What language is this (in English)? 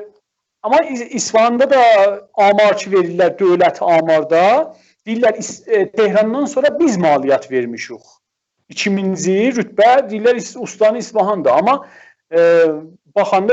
South Azerbaijani